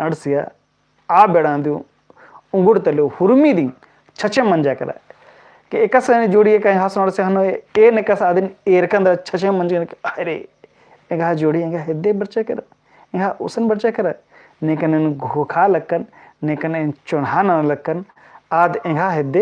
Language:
Kurukh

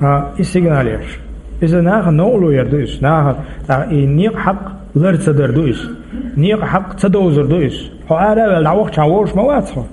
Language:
Chechen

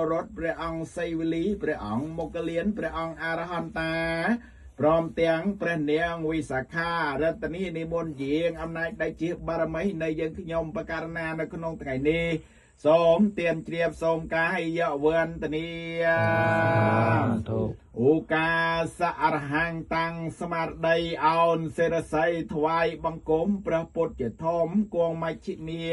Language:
Khmer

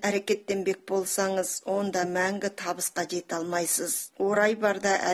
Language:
Kazakh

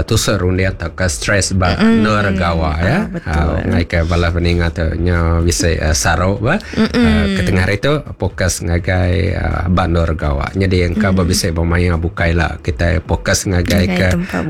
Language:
Iban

